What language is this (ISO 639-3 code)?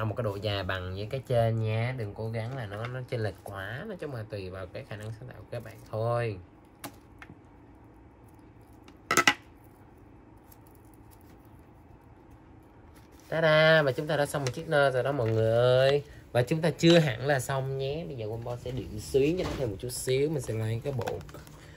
vie